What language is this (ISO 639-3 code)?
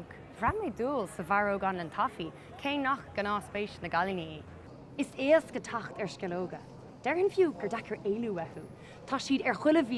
gle